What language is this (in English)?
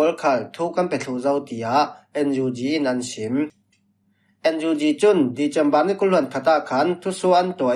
Falam Chin